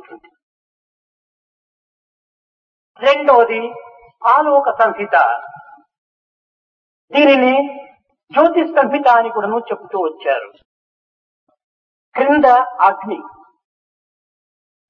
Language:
Telugu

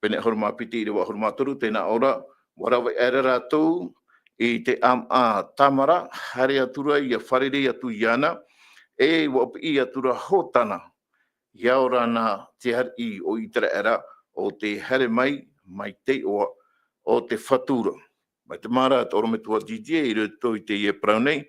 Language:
Tahitian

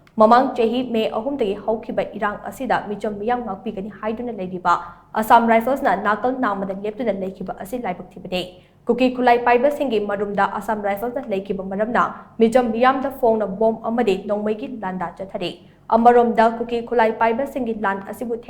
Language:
Manipuri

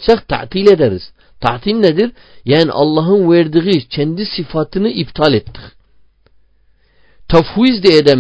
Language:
Turkish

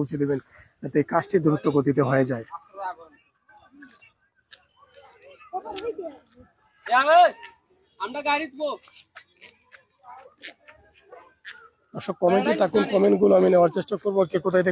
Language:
Bangla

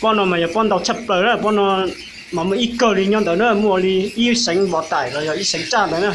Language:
Hmong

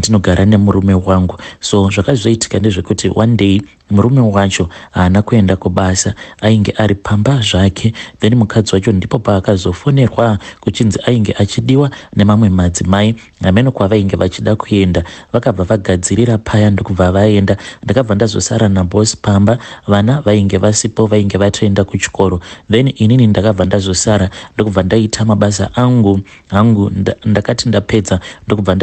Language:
Shona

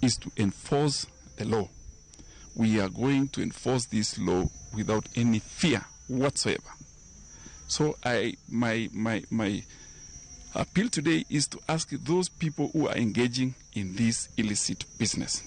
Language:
Luo (Kenya and Tanzania)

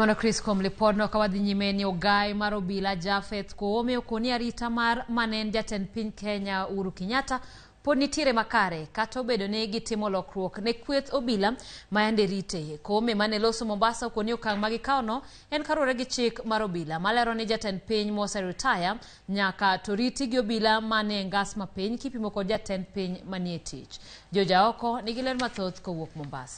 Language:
Luo (Kenya and Tanzania)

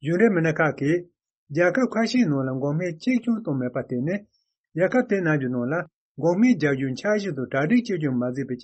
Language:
Tibetan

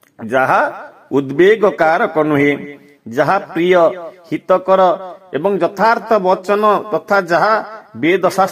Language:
Odia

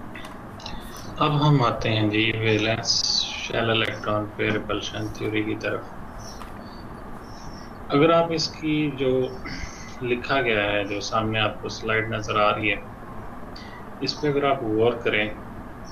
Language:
Hindi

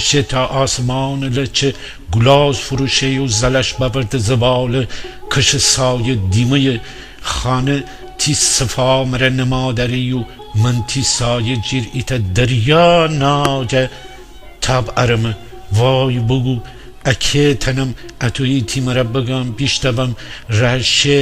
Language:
Gilaki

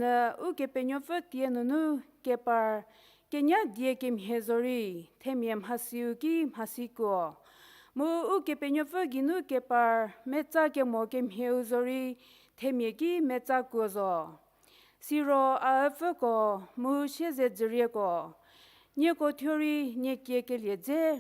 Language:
Angami Naga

